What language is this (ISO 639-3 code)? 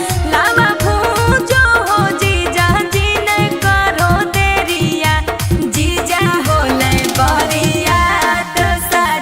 mag